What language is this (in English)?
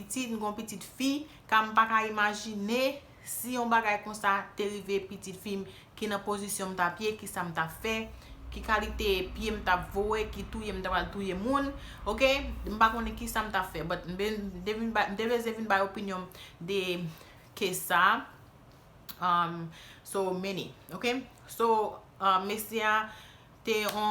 Haitian Creole